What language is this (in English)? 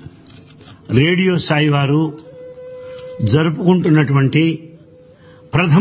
Telugu